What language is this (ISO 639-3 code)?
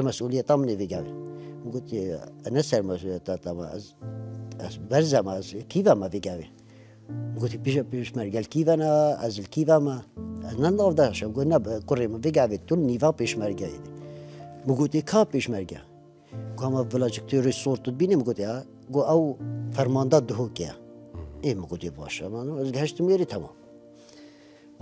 kur